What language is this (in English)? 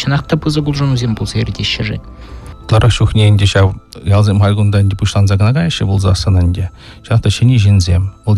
Chuvash